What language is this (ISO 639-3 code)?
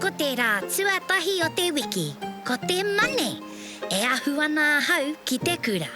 mri